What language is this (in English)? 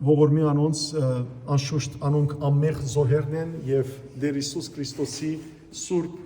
Western Armenian